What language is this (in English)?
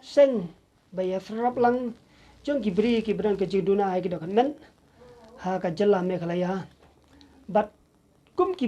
Khasi